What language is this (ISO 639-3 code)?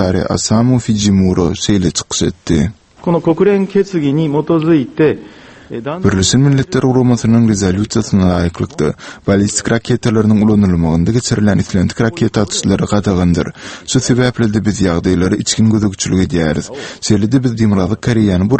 tuk